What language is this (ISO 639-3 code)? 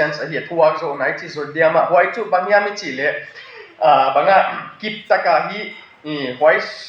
ctd